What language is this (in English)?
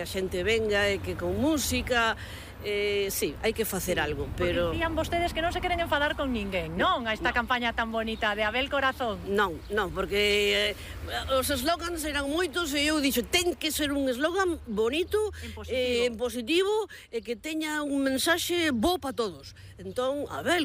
Galician